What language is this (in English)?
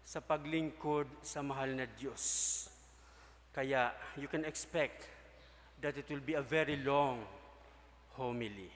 Bikol